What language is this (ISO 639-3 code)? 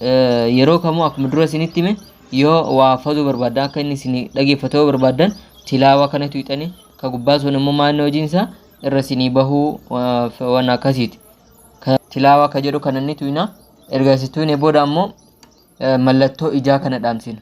orm